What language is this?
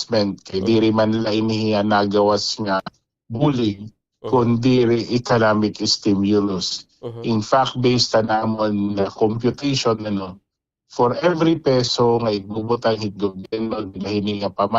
Waray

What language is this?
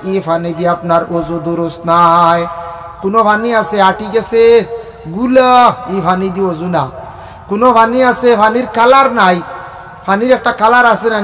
Sylheti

